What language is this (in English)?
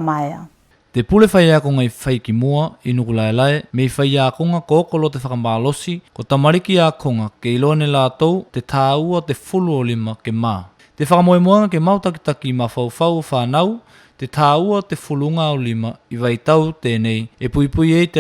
Tuvalu